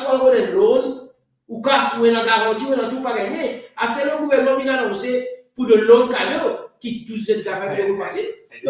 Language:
Morisyen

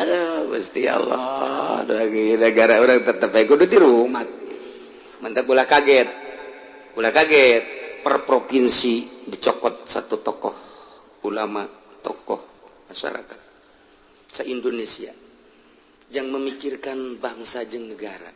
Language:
Sundanese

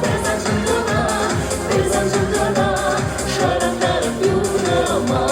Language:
Chuvash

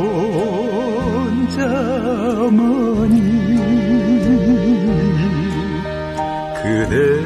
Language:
Korean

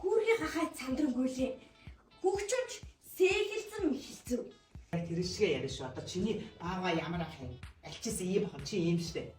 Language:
Mongolian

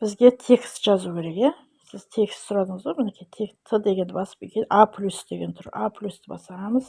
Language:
Kazakh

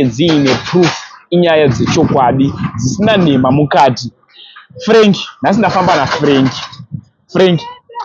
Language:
Shona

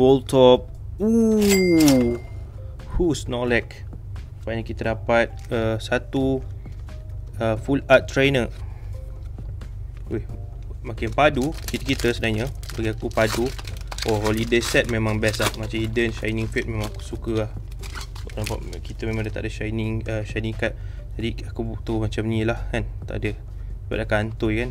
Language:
Malay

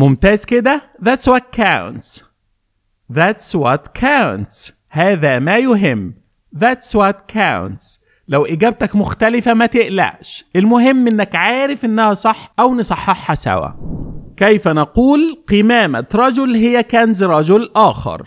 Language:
Egyptian Arabic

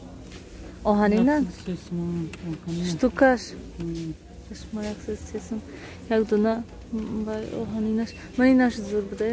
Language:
Tajik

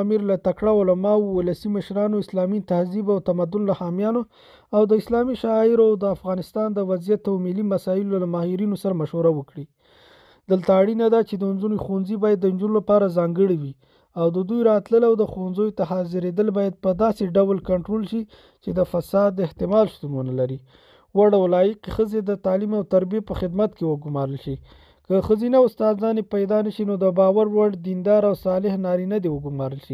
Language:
Pashto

